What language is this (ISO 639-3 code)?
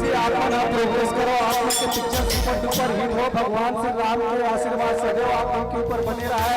hne